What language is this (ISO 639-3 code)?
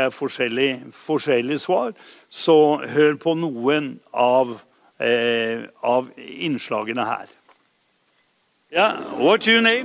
nor